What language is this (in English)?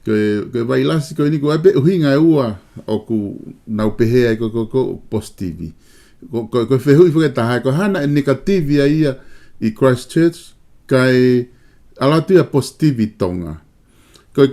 Tongan